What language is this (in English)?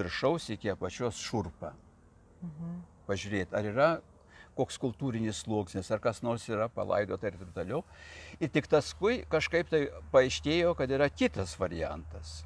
Lithuanian